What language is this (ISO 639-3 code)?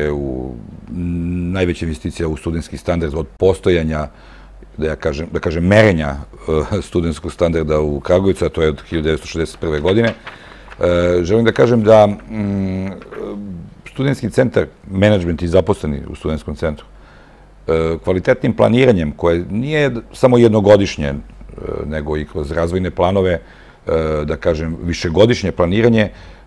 srp